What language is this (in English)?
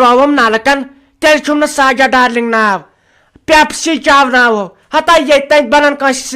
Kashmiri